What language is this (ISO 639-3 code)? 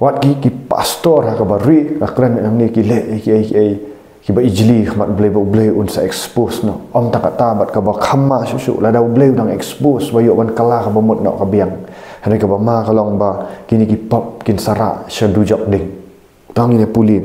kha